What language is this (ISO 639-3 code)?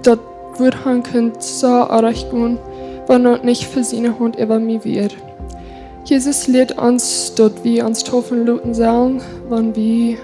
pdt